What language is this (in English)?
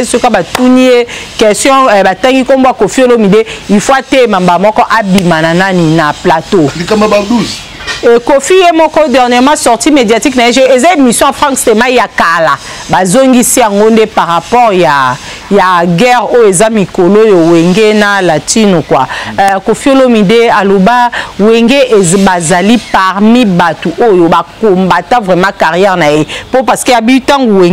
Lingala